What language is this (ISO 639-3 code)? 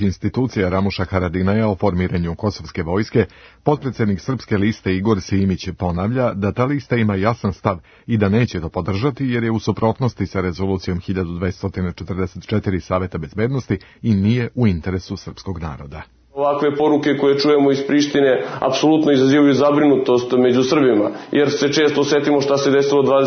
srp